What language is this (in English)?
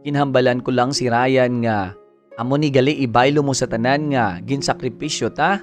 Hiligaynon